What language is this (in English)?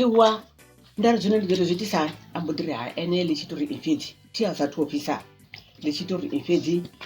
Venda